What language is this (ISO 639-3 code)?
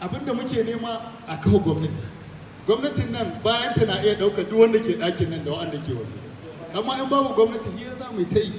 hau